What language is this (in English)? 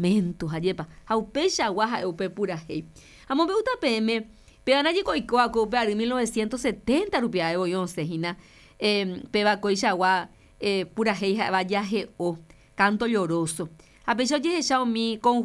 Guarani